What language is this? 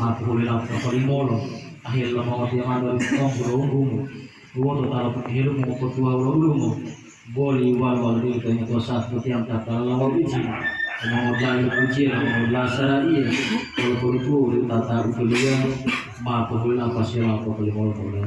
Gorontalo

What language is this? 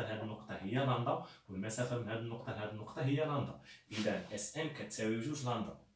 Moroccan Arabic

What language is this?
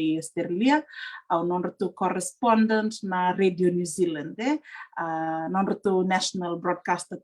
Fijian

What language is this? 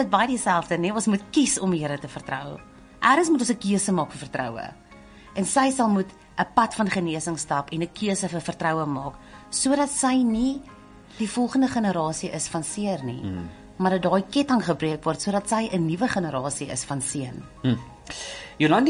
Afrikaans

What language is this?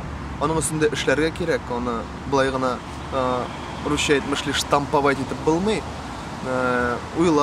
Tatar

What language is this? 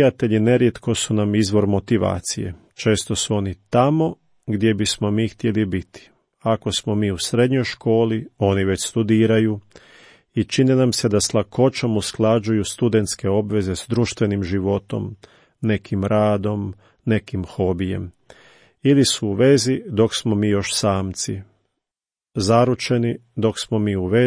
Croatian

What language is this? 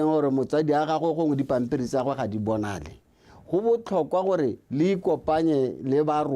Tswana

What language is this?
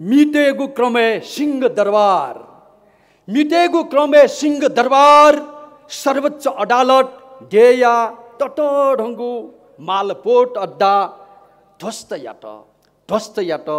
Newari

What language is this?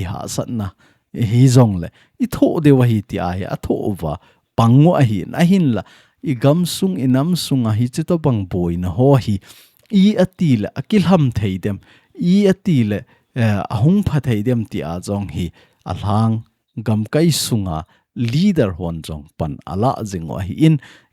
Thado Chin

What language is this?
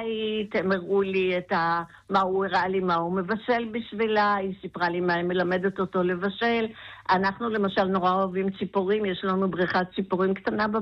Hebrew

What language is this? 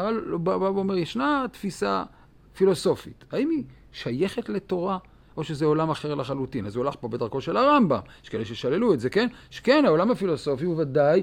Hebrew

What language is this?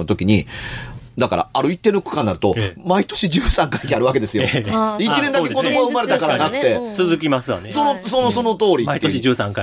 Japanese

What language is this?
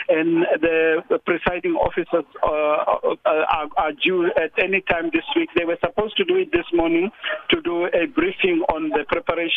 English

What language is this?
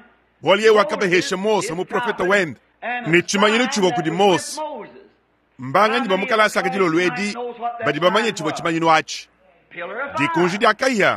Luba-Lulua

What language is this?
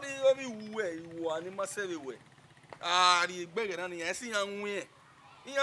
Bini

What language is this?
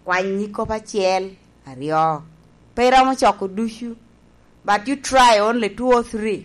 Lango (Uganda)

